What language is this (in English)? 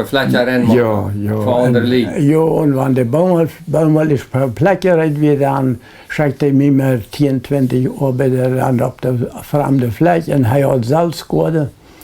Plautdietsch